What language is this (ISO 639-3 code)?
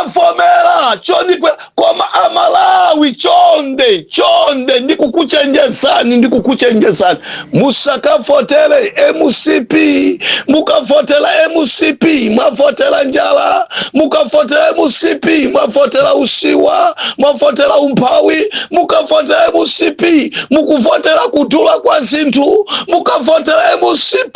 nya